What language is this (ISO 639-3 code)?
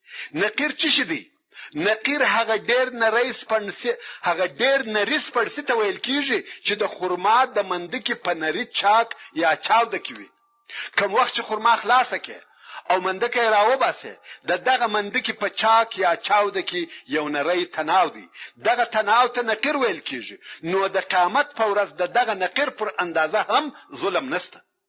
pus